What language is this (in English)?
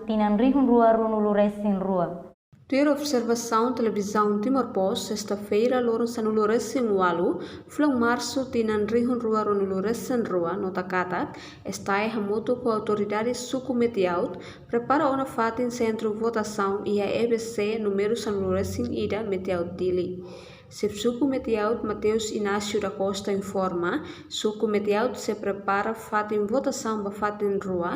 Tetum